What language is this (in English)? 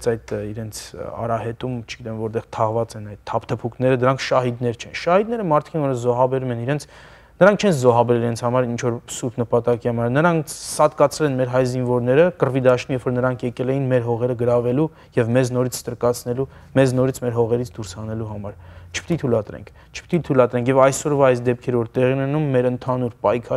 Armenian